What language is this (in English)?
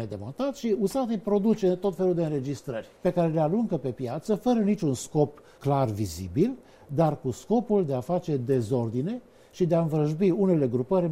Romanian